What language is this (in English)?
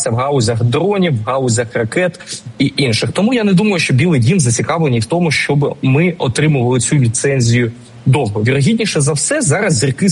Ukrainian